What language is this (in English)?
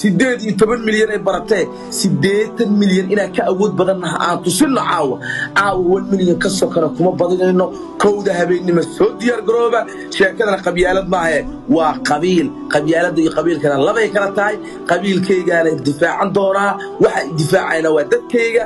Somali